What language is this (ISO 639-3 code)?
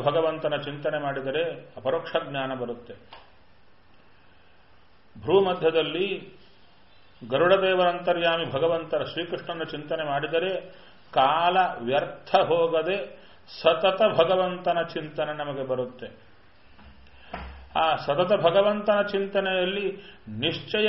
kan